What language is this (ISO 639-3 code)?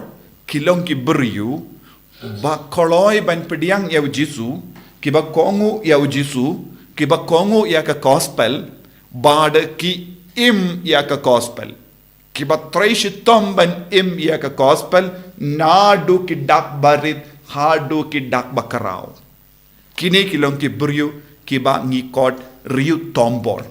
kha